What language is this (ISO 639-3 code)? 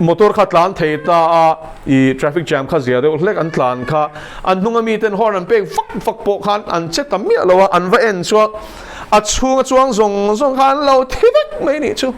lus